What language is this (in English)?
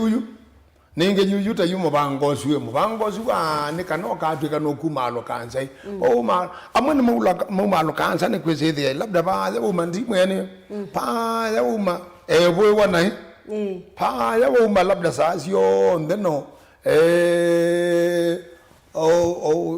Kamba